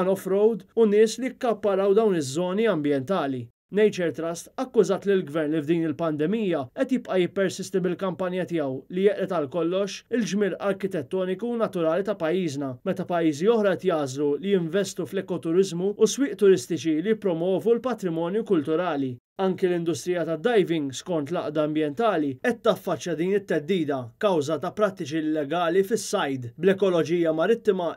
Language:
Maltese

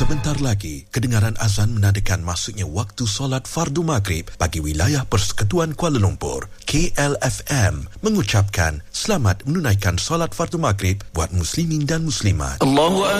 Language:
Malay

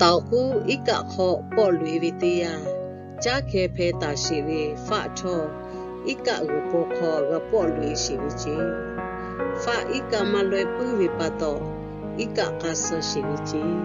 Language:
Lahu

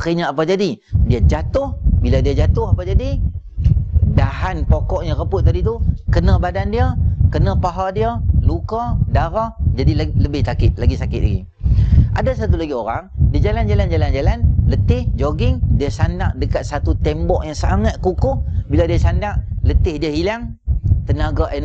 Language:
Malay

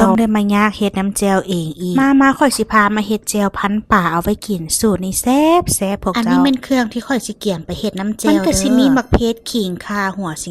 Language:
Lao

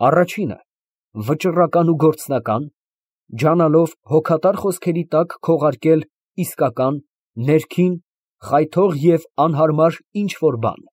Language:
Armenian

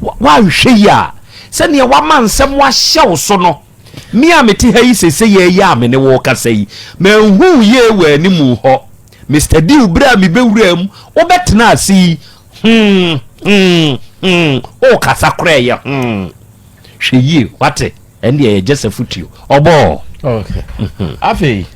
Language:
Akan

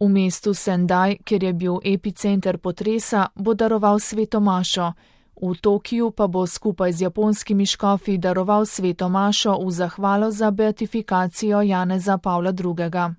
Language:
Slovenian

